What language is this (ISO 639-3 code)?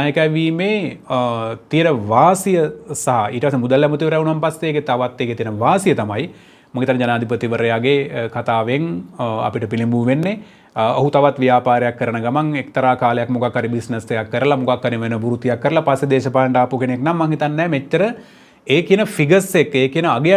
sin